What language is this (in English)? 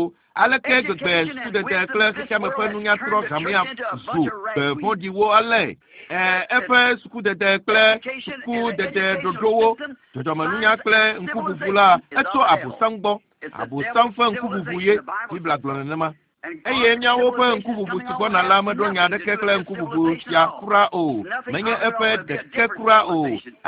Ewe